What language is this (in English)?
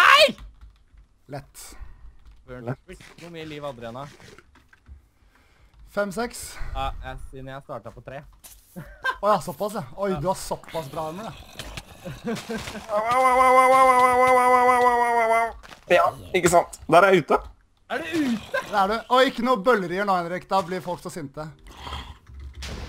Norwegian